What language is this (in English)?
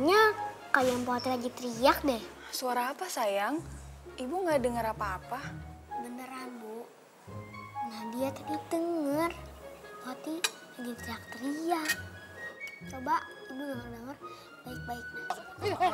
Indonesian